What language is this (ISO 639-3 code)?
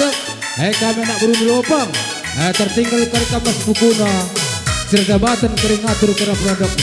btx